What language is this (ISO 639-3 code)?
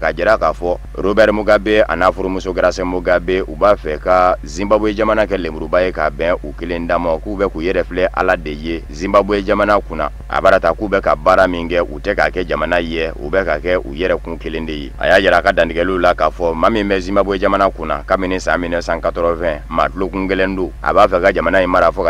bam